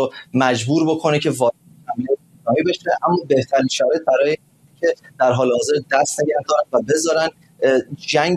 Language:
Persian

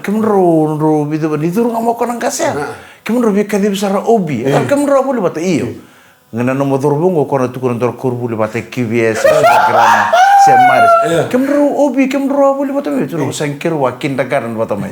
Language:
Fijian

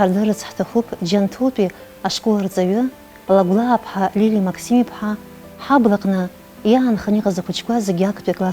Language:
Abkhazian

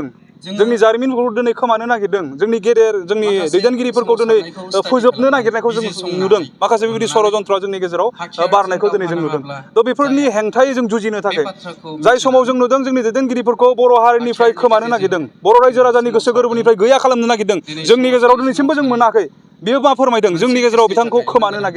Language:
Bodo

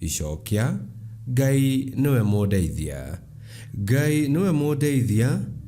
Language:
Kikuyu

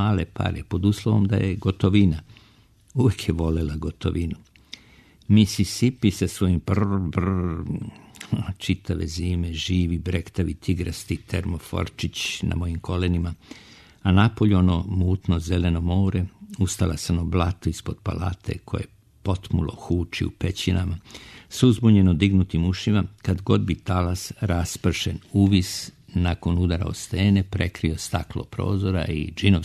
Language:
Serbian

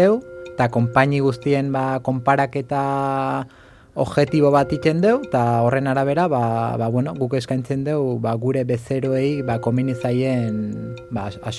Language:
Basque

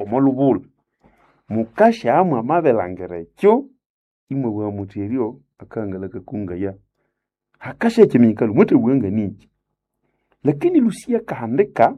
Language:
Nande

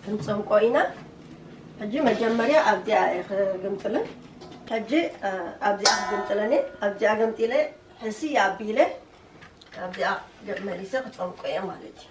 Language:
Tigrinya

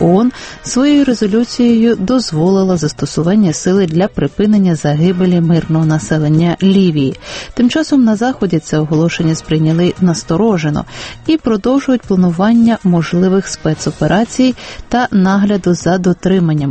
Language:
Ukrainian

